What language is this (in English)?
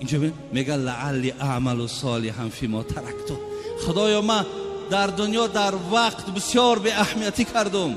Tajik